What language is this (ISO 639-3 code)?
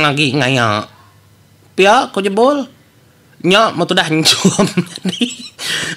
iba